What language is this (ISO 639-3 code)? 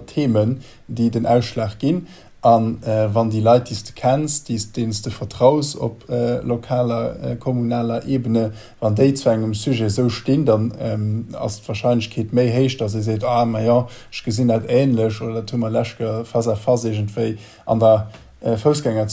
ltz